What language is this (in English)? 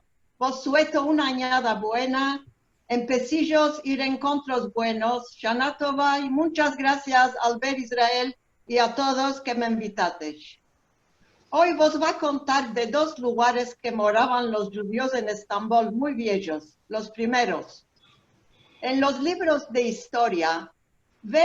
Ladino